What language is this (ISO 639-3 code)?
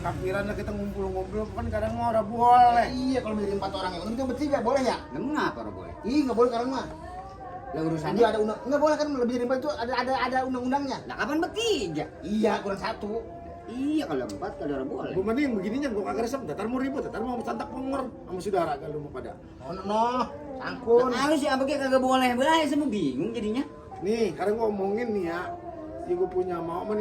bew